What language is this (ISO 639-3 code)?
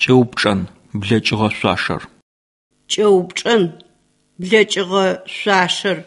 ady